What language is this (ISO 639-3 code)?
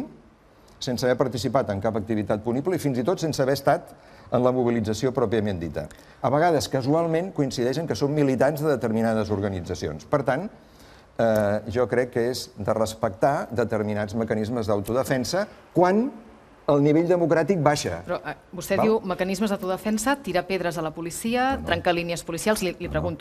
cat